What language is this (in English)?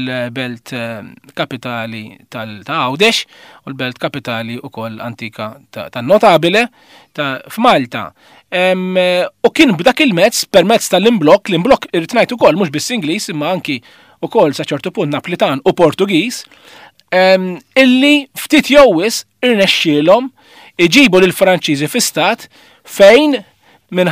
Maltese